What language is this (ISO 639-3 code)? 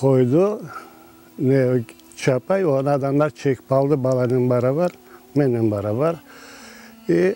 crh